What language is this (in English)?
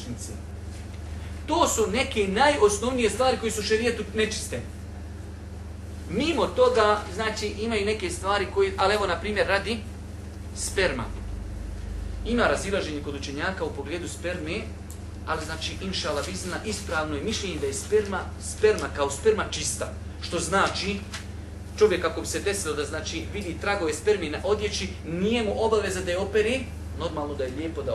Bosnian